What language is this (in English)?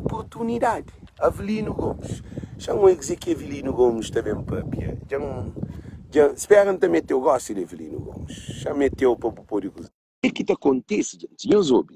Kabuverdianu